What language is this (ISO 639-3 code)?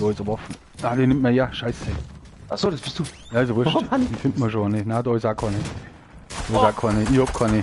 bar